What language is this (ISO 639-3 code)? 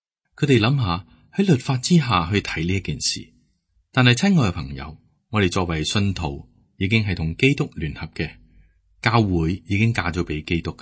yue